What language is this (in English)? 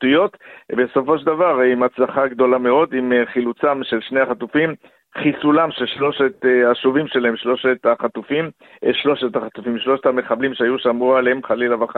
Hebrew